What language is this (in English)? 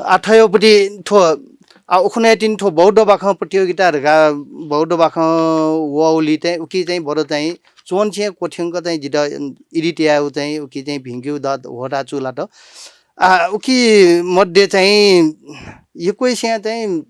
Newari